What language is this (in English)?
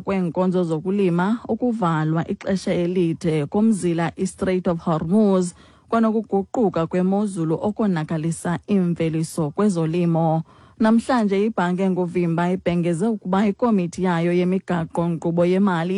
Xhosa